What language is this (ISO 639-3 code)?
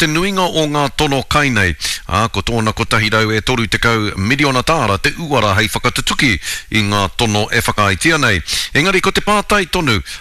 mri